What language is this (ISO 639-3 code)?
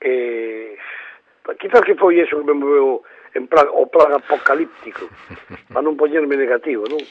glg